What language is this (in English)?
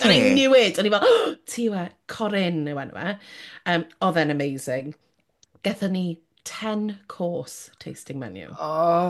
Welsh